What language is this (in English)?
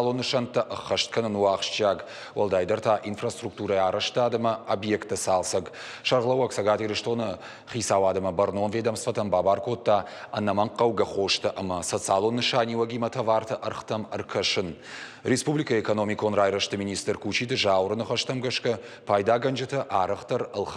Ossetic